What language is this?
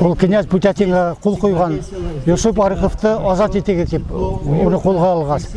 Bashkir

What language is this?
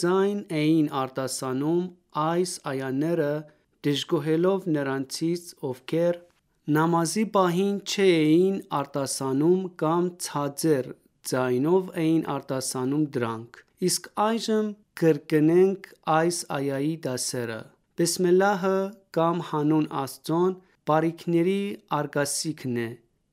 Armenian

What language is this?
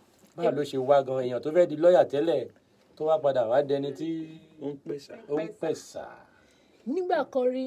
Yoruba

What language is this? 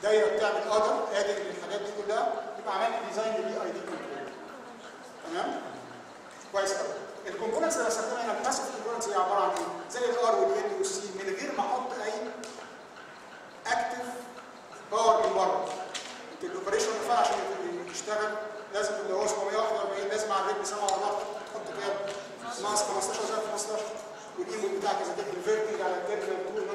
Egyptian Arabic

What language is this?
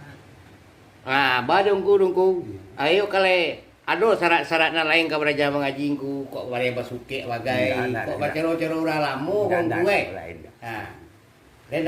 Minangkabau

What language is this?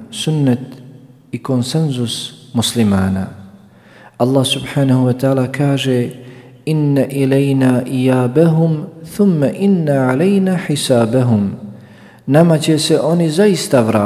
Bosnian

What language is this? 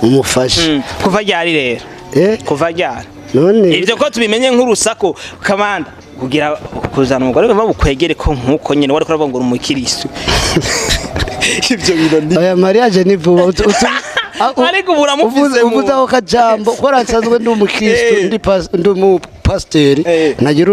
Rundi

